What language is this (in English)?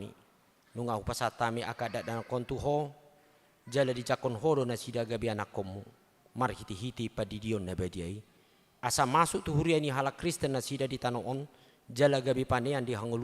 Batak Toba